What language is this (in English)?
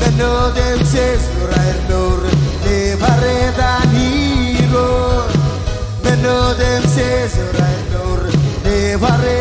Marshallese